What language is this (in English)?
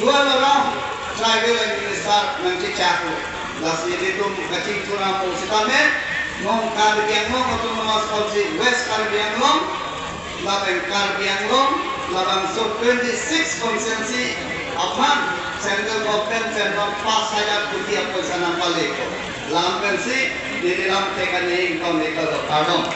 Karbi